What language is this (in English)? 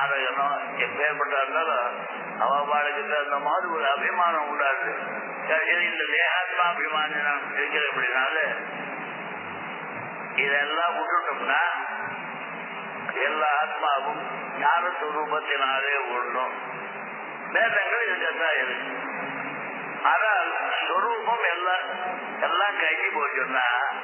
Tamil